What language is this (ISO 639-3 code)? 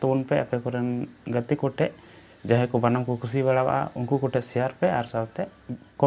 sat